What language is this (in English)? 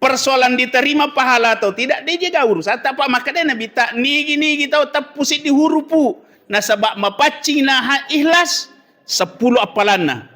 Buginese